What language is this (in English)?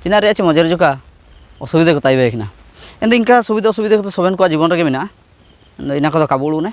Ho